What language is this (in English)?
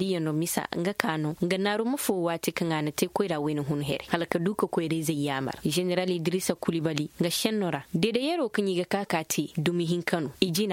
Koyraboro Senni